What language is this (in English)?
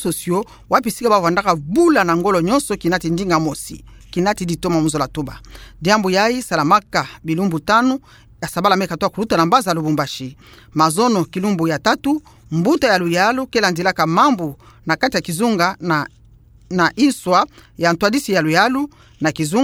Kituba (Democratic Republic of Congo)